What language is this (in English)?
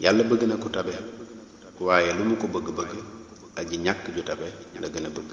Wolof